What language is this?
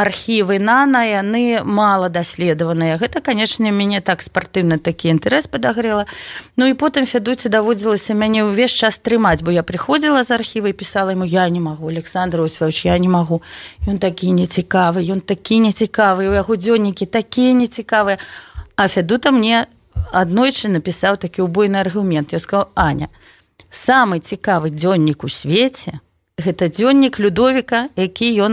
Belarusian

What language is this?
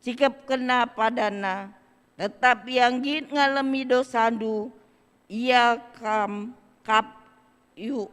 Batak Karo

